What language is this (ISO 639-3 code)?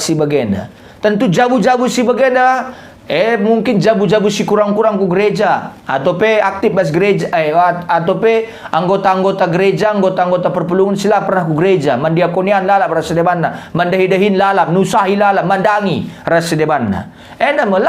btx